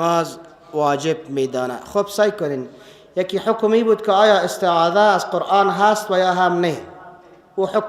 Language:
Persian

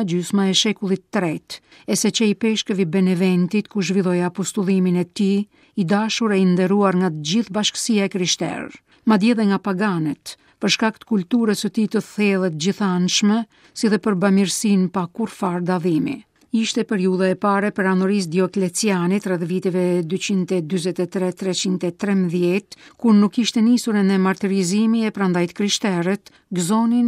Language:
Albanian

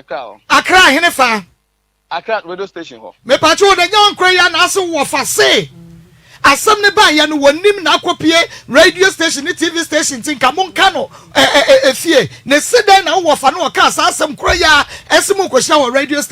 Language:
Akan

